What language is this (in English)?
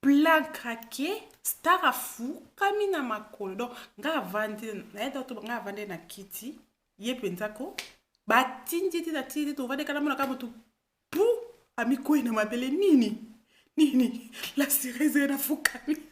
Lingala